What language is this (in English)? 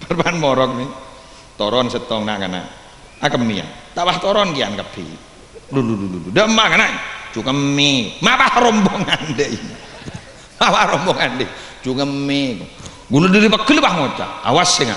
Madurese